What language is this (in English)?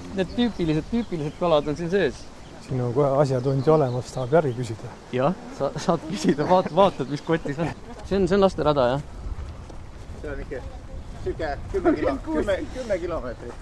Estonian